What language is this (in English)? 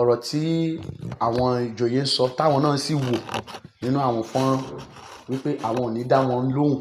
Yoruba